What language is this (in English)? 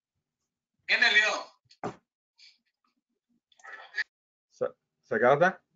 Hebrew